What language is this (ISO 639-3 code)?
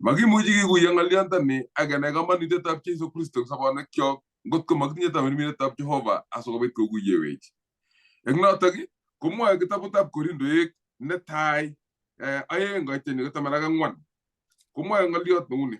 kln